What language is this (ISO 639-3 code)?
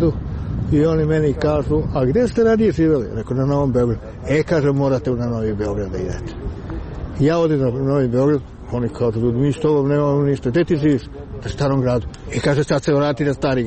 srp